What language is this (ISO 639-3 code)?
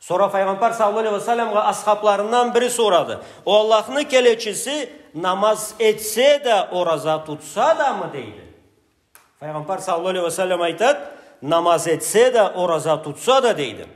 krc